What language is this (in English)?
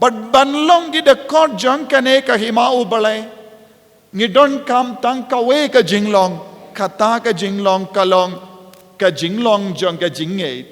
Khasi